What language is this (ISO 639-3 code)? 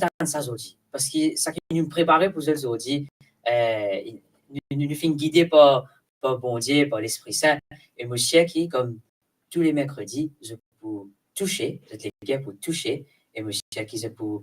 mfe